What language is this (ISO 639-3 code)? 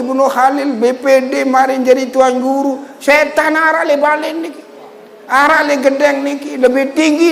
sas